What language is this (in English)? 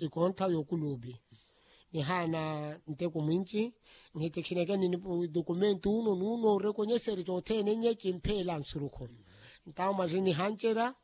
Makhuwa